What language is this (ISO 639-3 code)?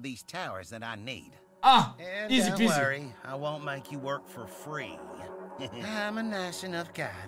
bul